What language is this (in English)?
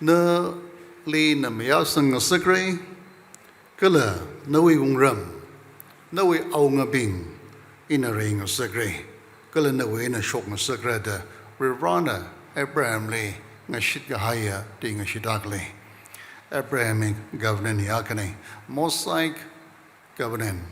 Tangkhul Naga (India)